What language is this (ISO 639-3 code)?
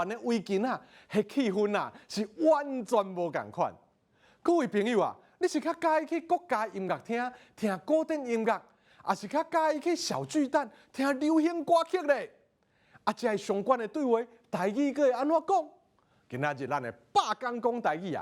nan